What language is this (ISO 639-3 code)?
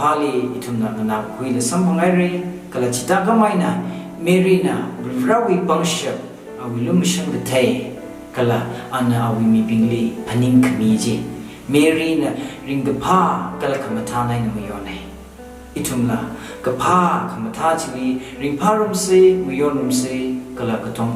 nmf